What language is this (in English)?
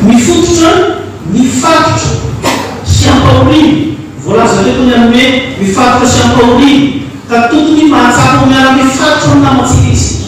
Malagasy